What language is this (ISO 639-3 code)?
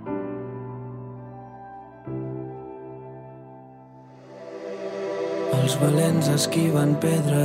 cat